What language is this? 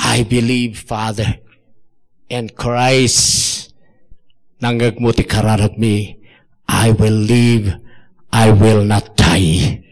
Iloko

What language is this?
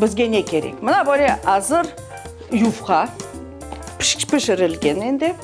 Crimean Tatar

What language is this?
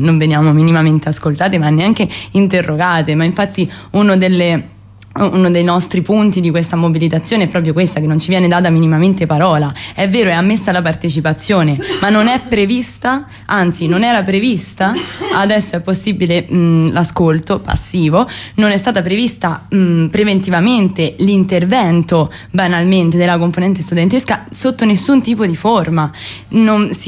Italian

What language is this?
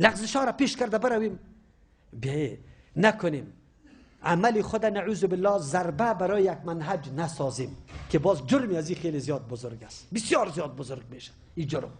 Persian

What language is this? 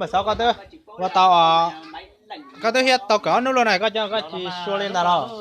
Hmong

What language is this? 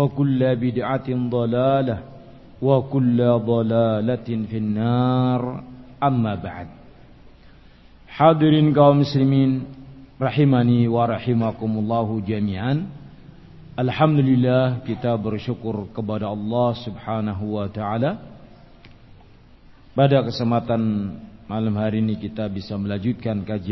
Indonesian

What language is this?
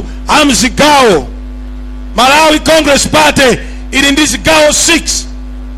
Nyanja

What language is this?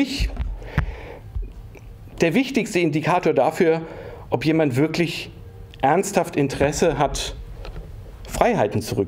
German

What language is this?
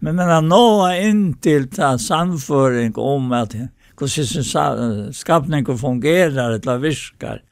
Faroese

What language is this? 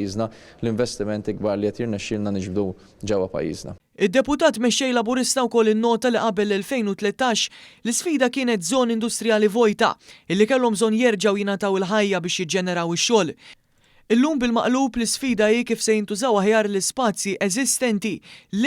Maltese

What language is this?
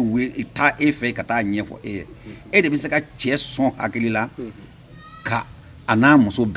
Bambara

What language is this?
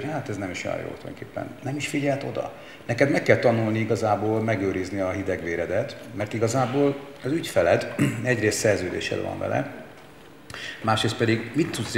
Hungarian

